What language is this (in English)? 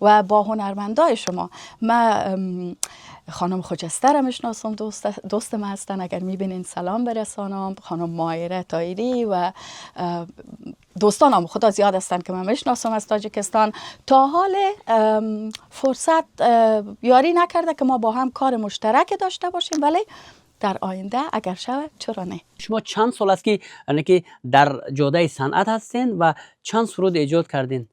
Persian